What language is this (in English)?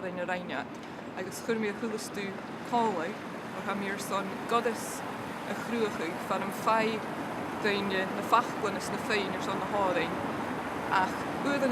Scottish Gaelic